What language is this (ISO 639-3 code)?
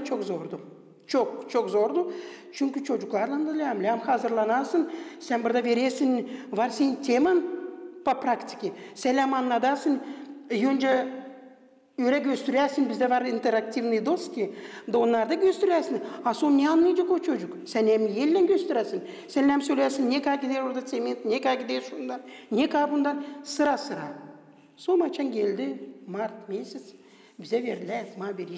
gag